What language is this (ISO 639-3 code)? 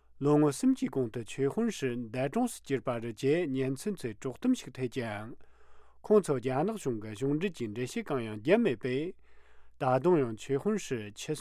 bod